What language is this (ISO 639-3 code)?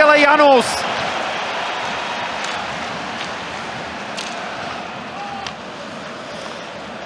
ces